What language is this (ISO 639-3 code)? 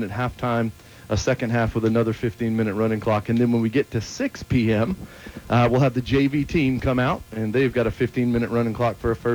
eng